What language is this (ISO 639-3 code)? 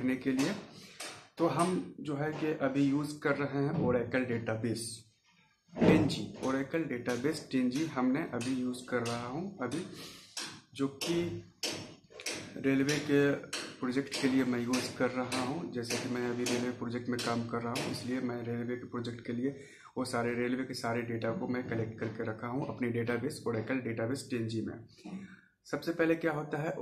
hin